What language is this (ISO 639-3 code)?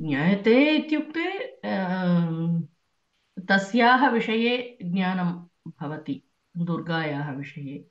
san